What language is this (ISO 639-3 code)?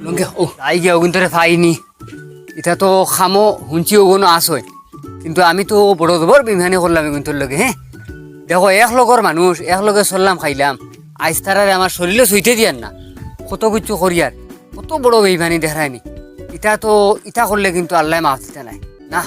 syl